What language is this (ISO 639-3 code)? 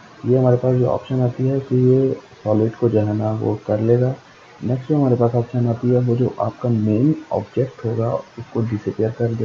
hin